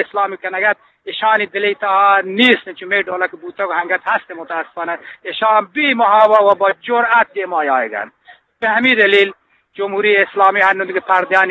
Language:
Eastern Balochi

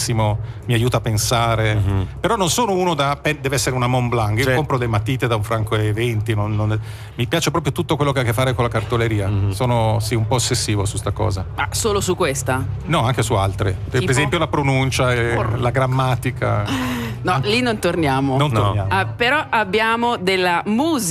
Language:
Italian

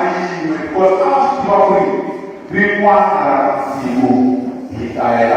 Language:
Tsonga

